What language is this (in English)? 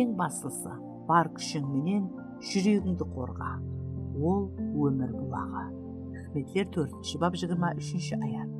Kara-Kalpak